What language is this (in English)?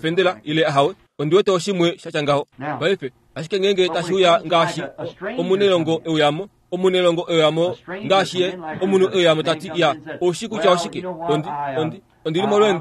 Kuanyama